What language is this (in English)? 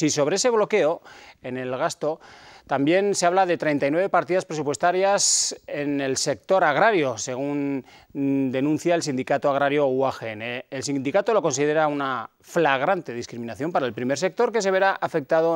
Spanish